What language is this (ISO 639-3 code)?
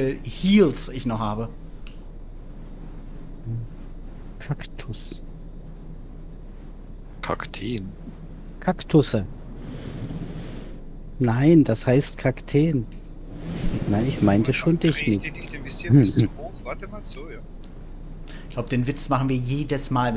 deu